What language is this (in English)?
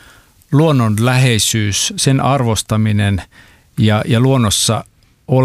Finnish